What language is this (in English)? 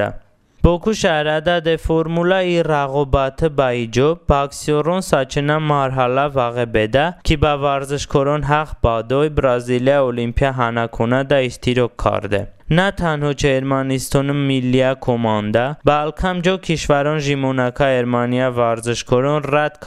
Talysh